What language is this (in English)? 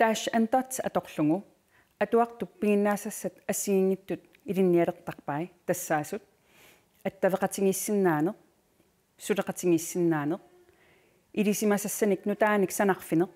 Kalaallisut